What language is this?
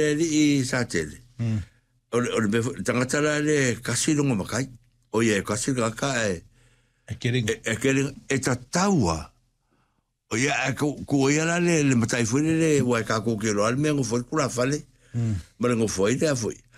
Samoan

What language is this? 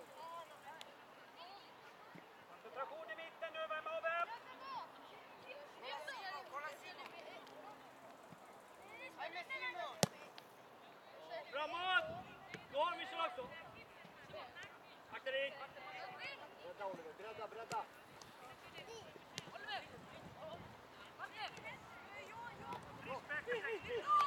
Swedish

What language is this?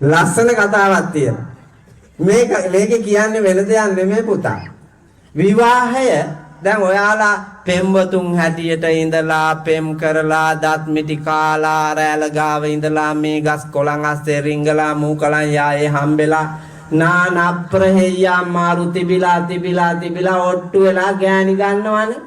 Sinhala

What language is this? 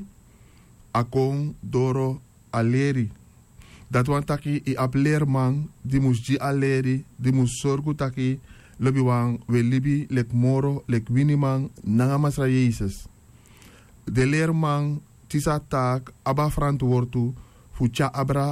Sranan Tongo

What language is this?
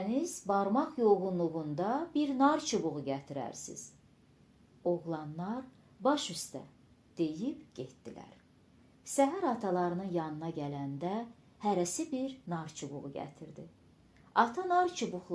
Azerbaijani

